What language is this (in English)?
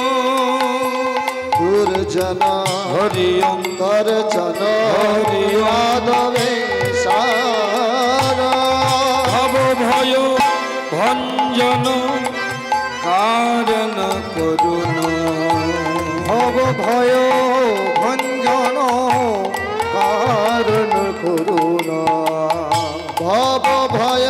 Bangla